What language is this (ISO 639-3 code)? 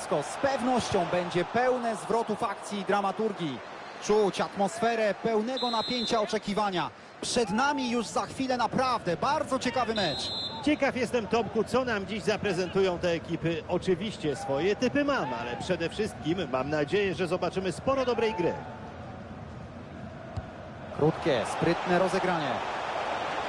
pol